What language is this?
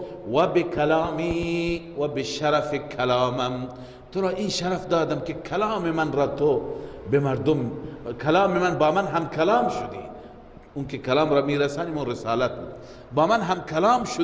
Persian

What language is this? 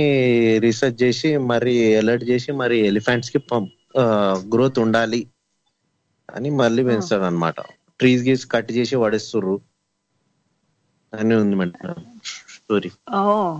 Telugu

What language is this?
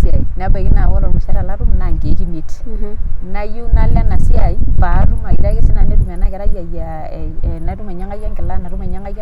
Masai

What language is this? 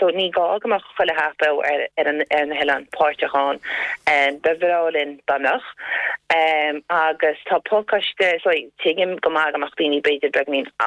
Irish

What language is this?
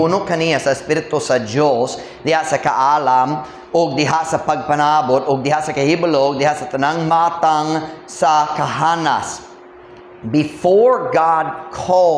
Cebuano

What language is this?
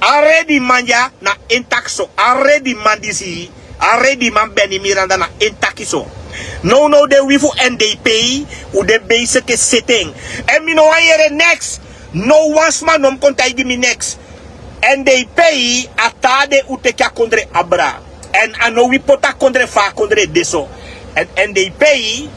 Sranan Tongo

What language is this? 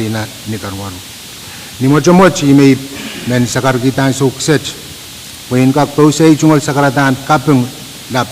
Pohnpeian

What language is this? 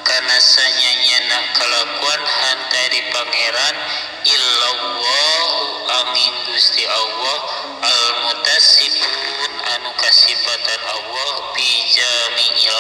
Sundanese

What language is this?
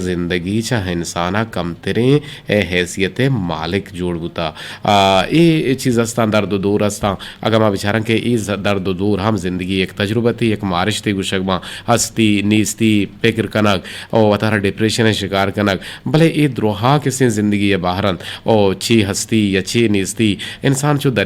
Eastern Balochi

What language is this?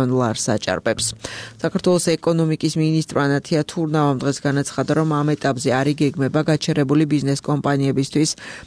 Georgian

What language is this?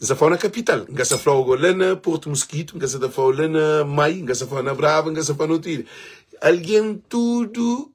Kabuverdianu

